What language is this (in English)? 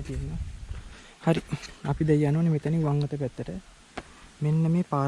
Sinhala